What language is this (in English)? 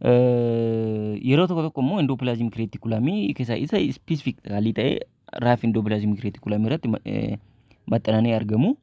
Oromo